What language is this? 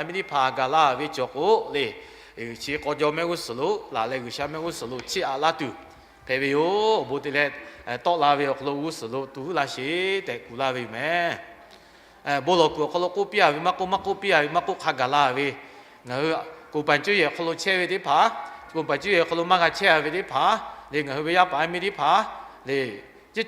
Lahu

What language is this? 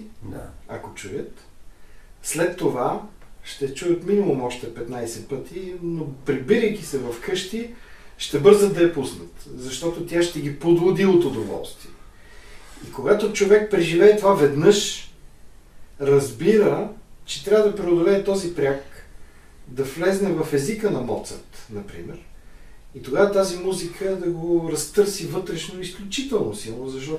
Bulgarian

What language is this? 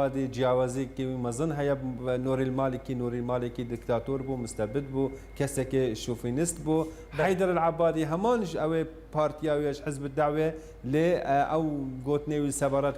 Kurdish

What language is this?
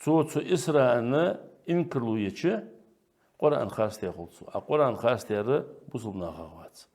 Ingush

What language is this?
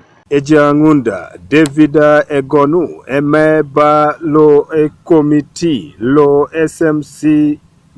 Teso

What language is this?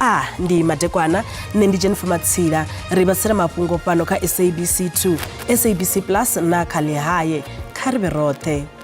Venda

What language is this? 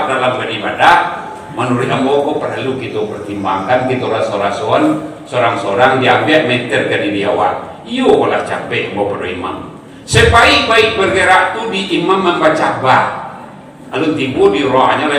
Minangkabau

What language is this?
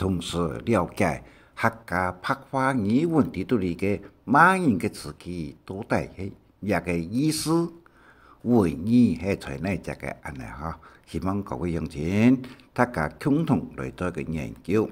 Hakka Chinese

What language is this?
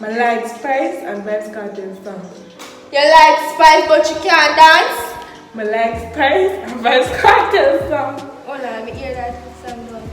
Jamaican Creole English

